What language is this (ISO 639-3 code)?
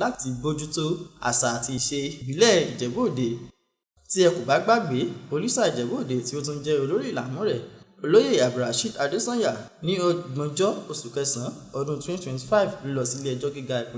yor